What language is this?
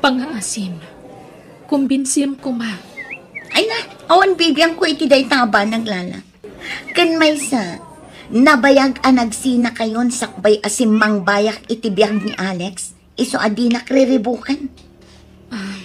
Iloko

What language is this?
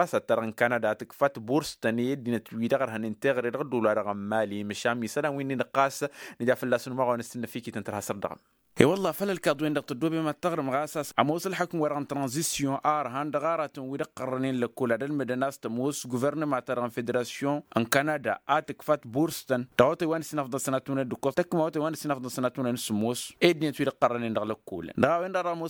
Tamasheq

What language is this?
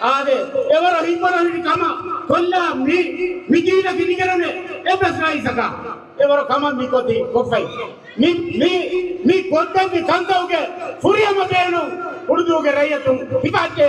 Divehi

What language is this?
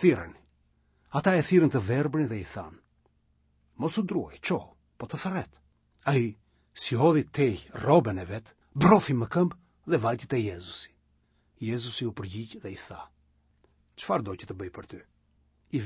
Albanian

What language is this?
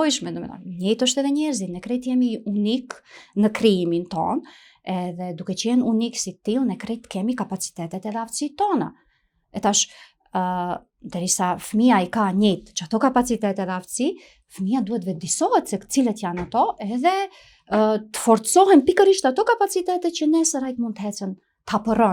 Albanian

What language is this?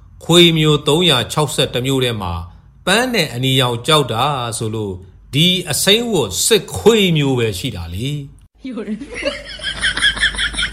Burmese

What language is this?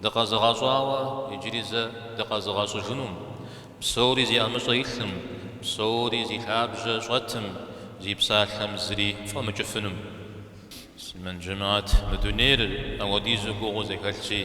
Kabardian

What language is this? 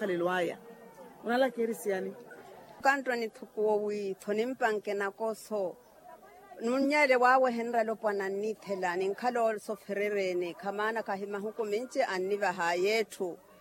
Makhuwa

